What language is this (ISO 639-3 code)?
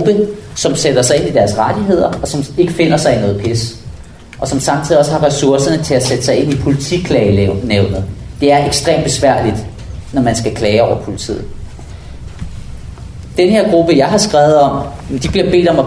dan